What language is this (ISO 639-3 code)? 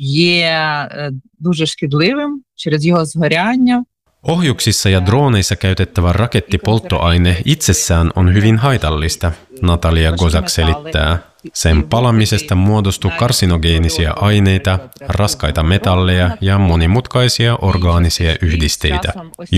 fin